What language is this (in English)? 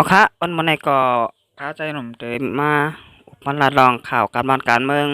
Shan